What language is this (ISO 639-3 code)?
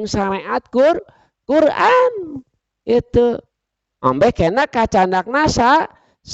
sun